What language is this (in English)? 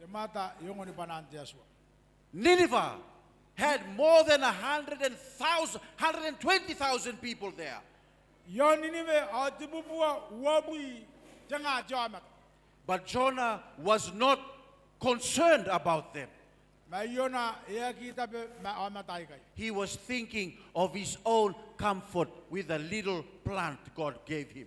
Gilbertese